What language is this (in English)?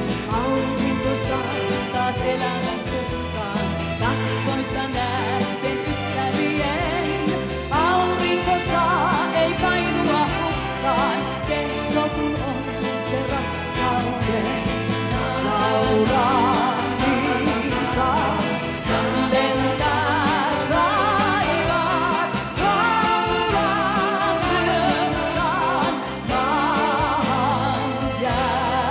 Finnish